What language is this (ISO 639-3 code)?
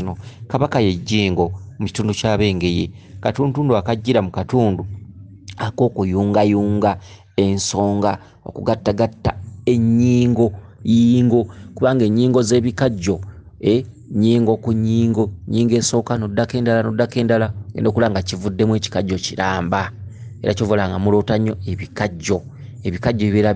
lug